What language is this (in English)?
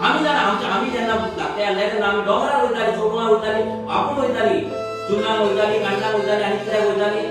Konkani